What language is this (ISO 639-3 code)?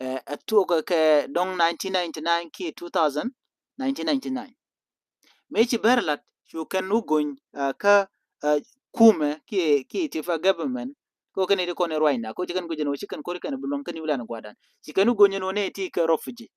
nus